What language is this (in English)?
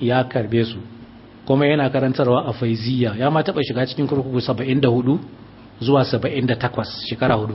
Hausa